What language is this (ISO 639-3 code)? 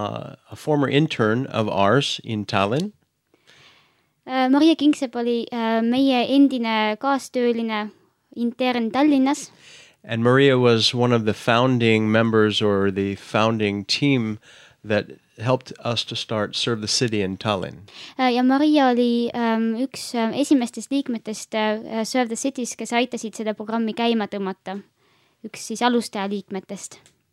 est